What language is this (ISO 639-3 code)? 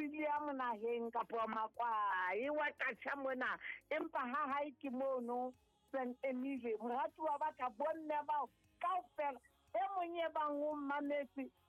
sot